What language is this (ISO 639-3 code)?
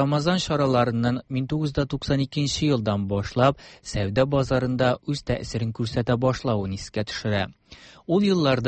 tat